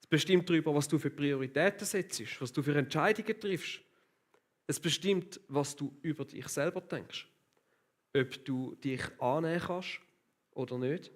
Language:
Swiss German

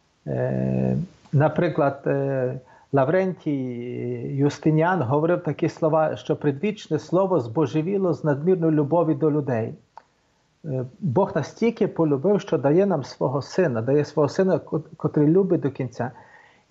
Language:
Ukrainian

